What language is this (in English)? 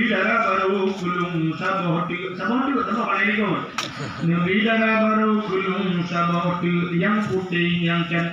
Achinese